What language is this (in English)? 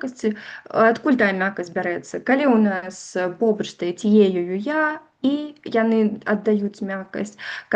Belarusian